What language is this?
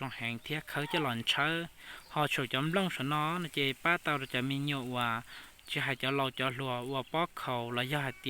Hmong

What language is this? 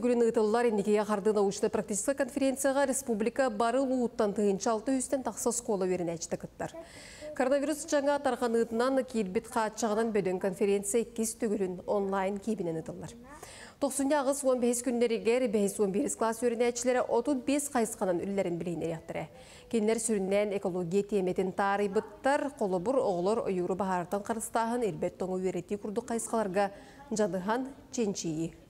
Yakut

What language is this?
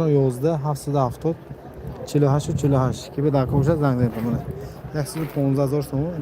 Tajik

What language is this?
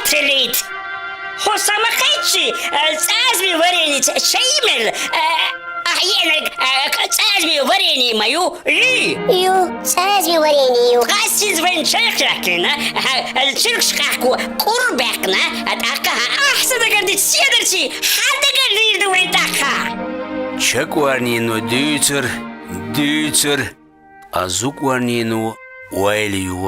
Chechen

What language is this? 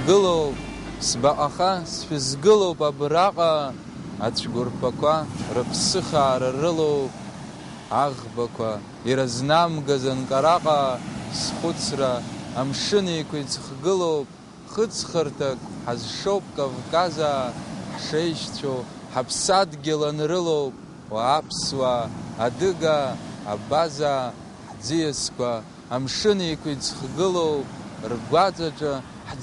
Abkhazian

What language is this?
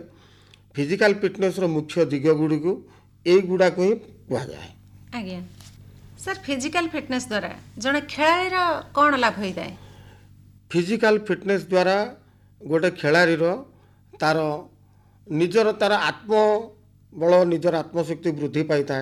Odia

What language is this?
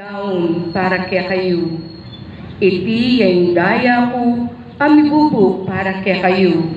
Pampanga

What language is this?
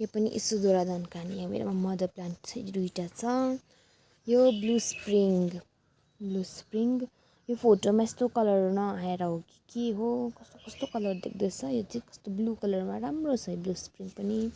Nepali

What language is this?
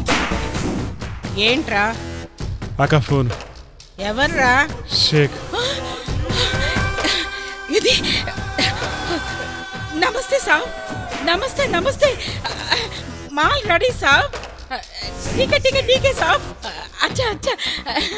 Telugu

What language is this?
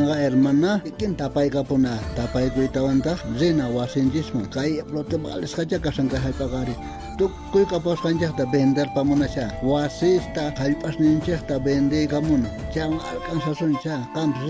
South Bolivian Quechua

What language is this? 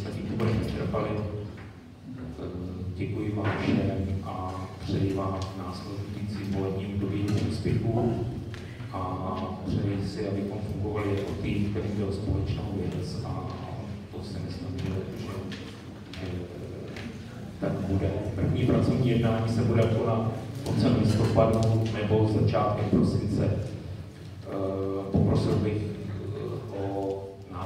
Czech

